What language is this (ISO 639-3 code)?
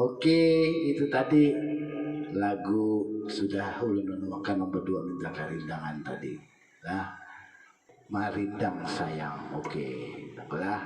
bjn